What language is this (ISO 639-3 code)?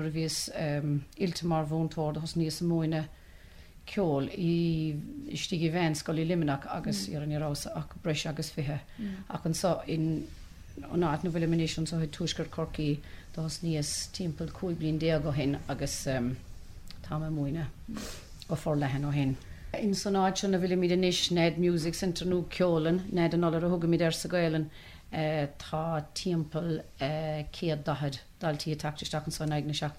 gle